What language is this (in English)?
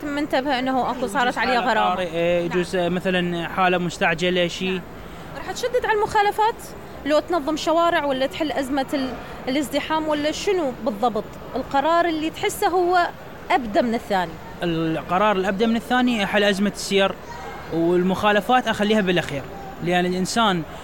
Mesopotamian Arabic